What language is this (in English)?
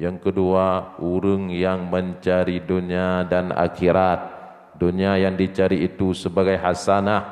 Achinese